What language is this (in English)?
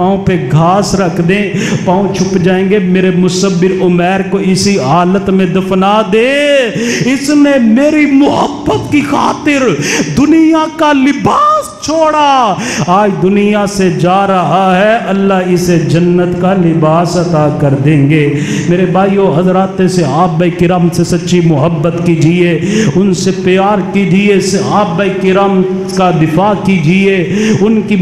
Urdu